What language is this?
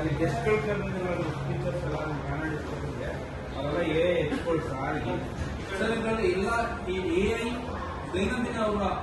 Kannada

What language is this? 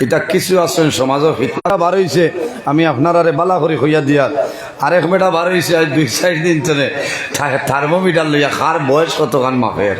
Sylheti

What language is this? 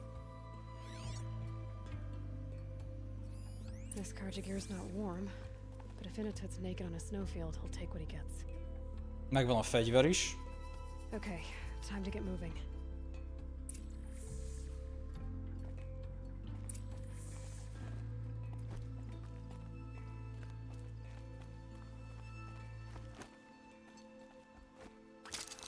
Hungarian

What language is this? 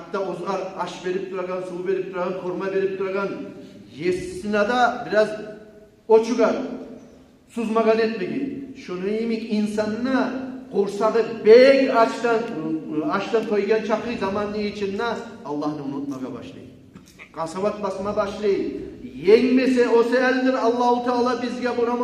Kumyk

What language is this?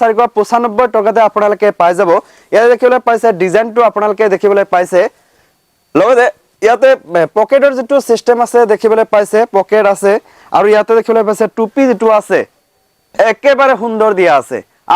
Assamese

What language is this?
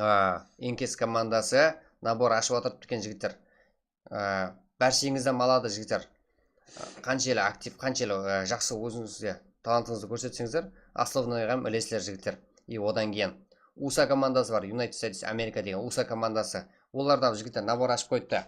Kara-Kalpak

